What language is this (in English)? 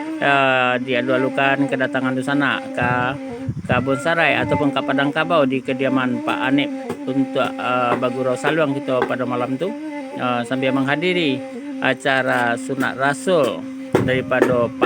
Minangkabau